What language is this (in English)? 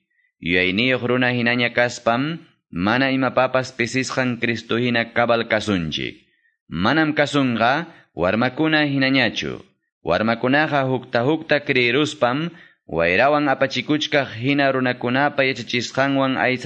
Quechua